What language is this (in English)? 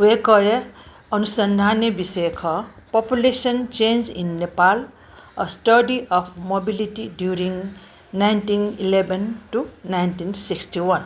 Newari